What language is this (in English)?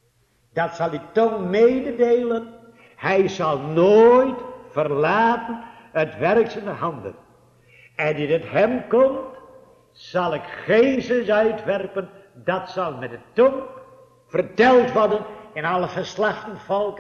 Dutch